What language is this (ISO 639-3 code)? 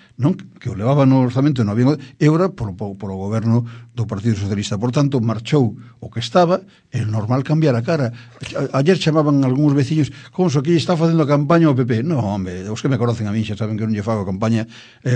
glg